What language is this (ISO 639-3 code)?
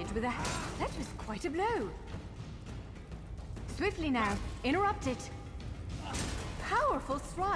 eng